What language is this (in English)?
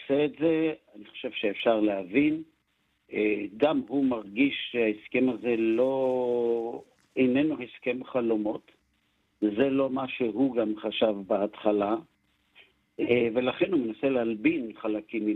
Hebrew